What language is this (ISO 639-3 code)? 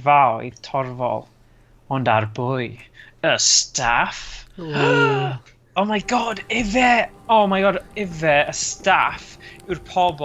cym